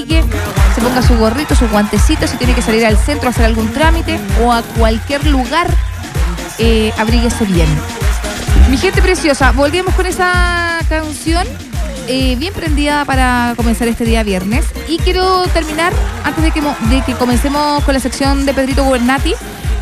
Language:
Spanish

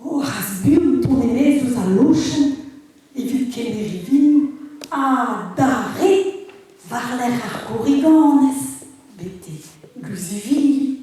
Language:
Breton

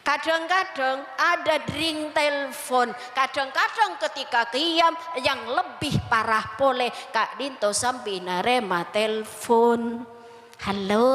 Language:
Madurese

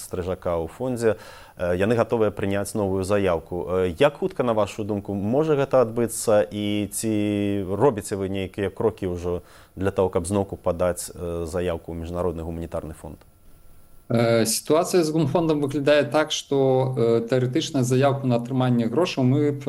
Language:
Belarusian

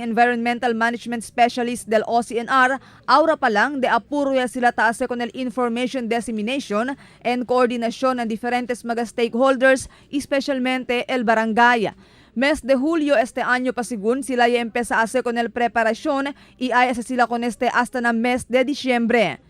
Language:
Chavacano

